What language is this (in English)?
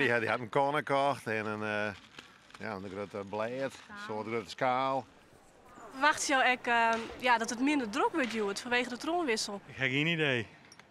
Western Frisian